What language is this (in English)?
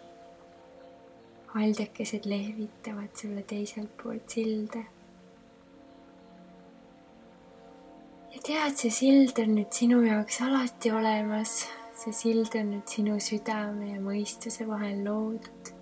Estonian